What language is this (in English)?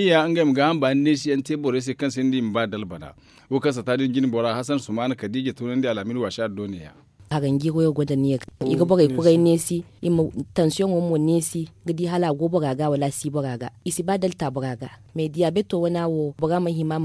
Zarma